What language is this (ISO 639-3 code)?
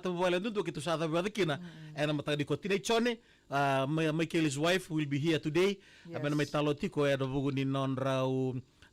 fij